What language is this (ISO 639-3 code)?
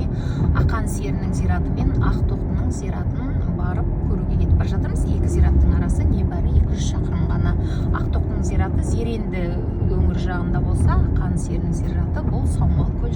kaz